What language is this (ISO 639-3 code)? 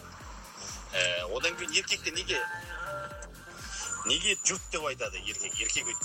kaz